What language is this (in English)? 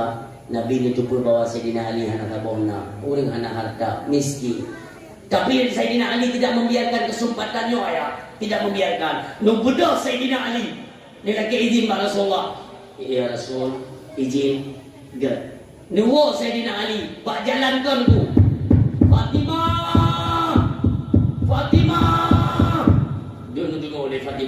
Achinese